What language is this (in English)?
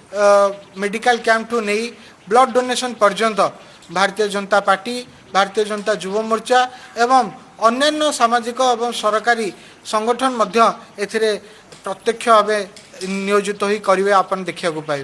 Odia